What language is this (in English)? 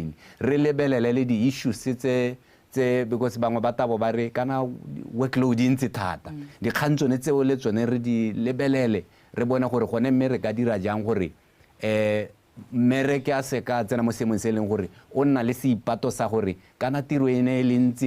Tswana